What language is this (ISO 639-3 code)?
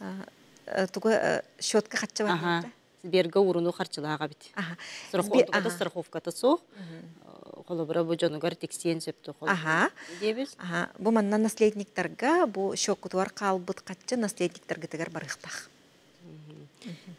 sah